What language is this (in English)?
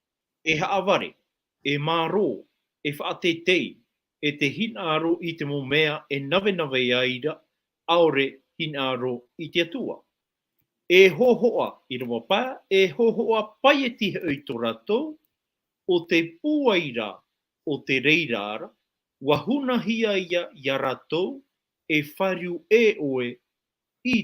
Tahitian